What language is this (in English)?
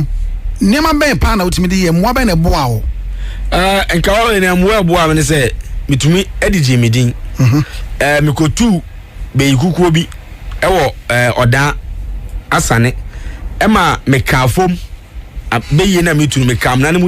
Akan